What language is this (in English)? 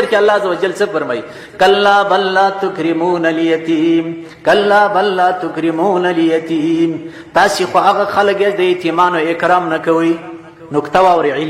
Pashto